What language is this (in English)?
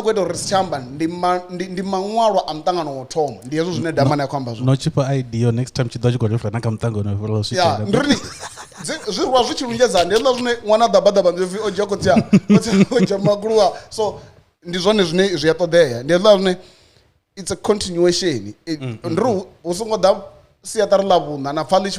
Venda